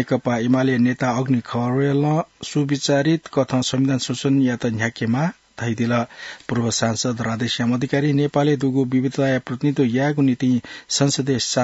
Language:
Newari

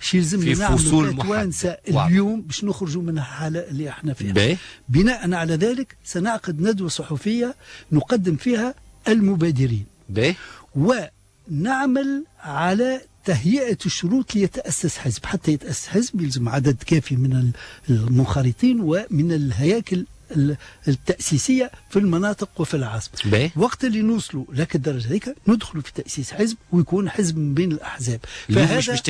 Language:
Tunisian Arabic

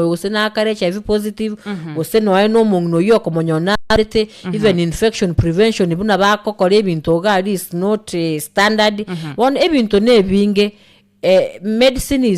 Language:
Gusii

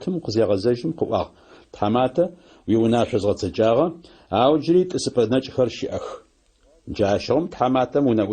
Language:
Adyghe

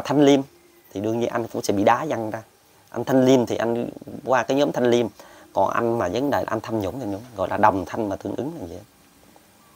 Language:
Vietnamese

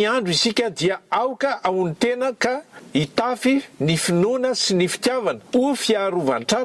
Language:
Malagasy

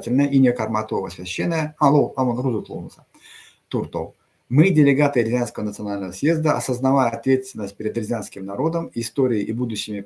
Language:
Erzya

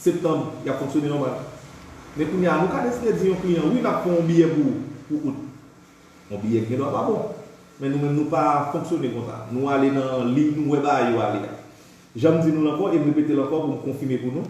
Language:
Haitian Creole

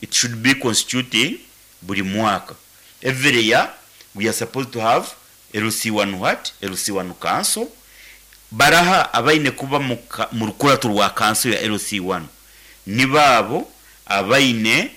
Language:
Nyankole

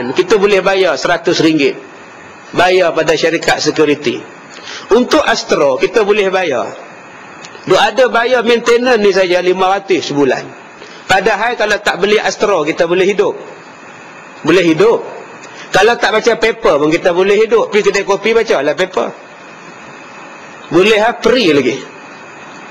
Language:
Malay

